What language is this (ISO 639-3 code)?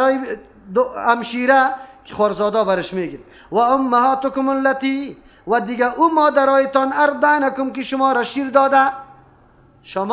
fas